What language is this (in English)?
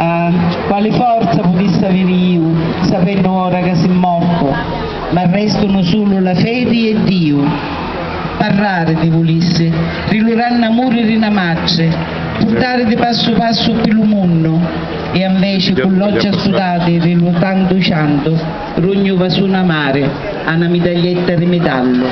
Sicilian